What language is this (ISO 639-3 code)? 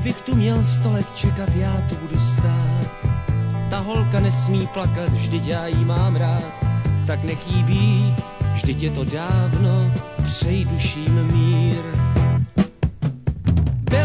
ces